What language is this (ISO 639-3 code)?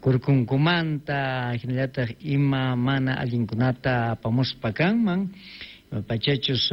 que